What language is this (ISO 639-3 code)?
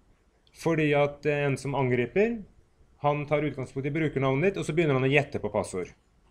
nor